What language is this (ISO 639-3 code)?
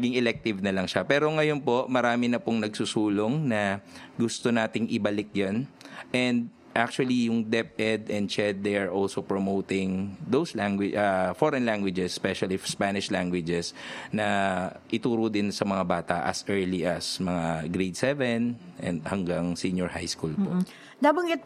fil